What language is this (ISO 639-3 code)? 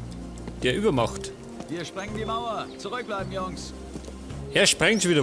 bar